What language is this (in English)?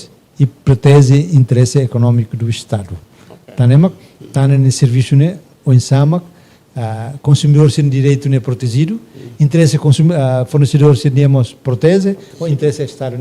Tetum